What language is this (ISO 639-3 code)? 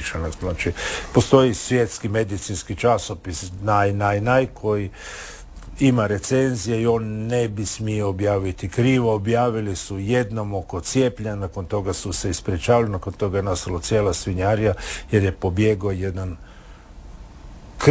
hrv